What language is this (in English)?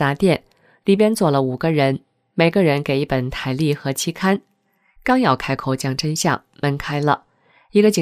Chinese